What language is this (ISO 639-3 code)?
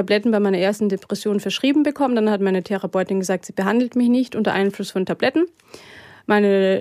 deu